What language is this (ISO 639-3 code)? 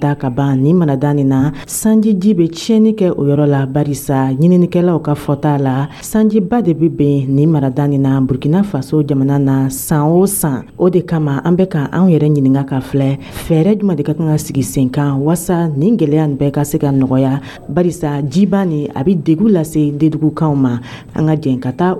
dyu